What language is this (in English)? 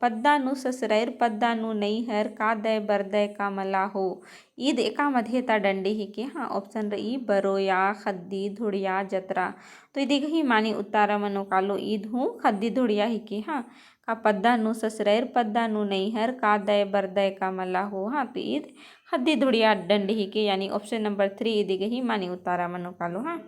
Kurukh